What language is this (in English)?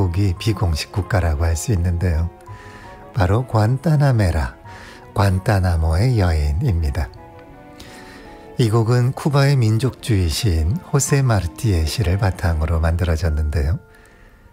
Korean